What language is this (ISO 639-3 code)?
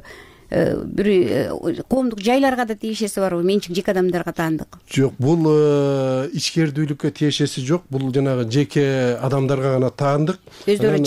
kir